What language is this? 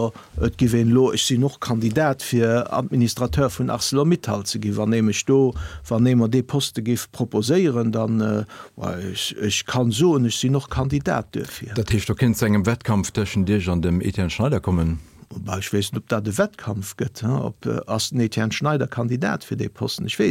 Luxembourgish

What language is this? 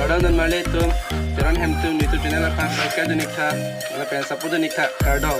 Karbi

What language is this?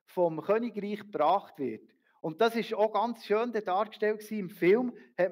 Swiss German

